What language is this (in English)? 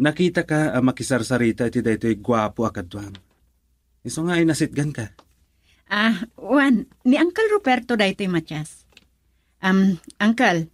Iloko